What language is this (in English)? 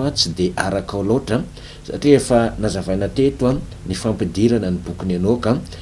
Malagasy